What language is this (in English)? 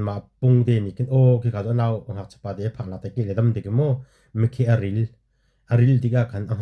Hakha Chin